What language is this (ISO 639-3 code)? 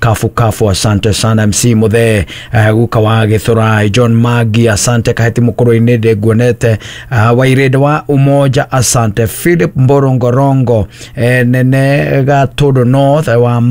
kik